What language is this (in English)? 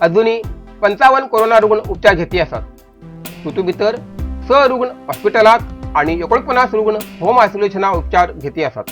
Konkani